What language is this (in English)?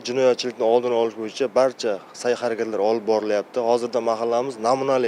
Uzbek